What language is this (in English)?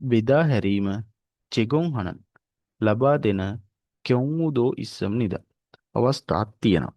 Sinhala